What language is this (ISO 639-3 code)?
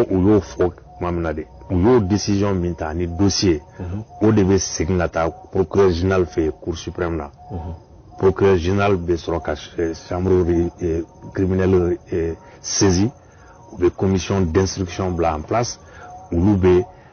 bam